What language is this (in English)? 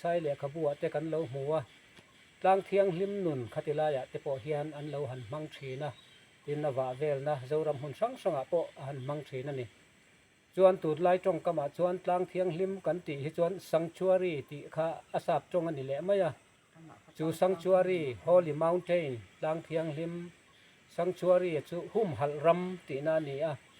Mizo